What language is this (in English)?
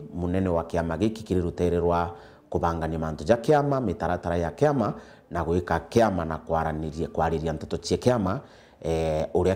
Meru